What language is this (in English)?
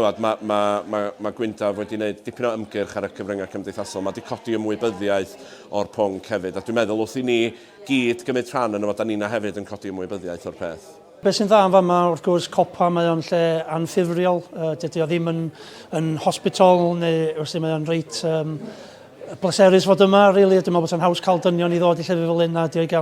Welsh